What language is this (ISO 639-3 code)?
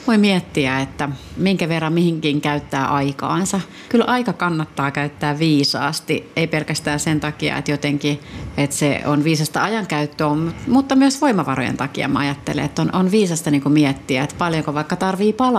fin